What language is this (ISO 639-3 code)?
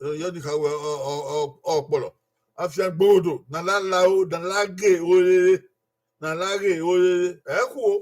bin